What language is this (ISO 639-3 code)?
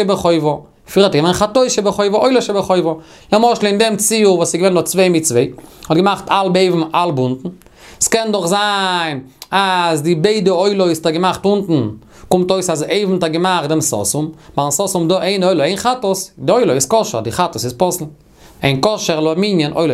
yid